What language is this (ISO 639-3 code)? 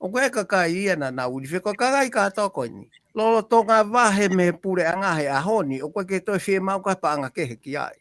ton